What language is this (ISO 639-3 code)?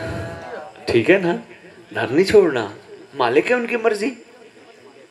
urd